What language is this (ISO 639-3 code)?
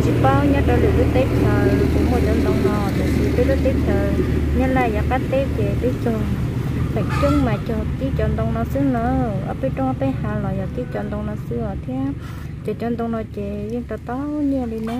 hmn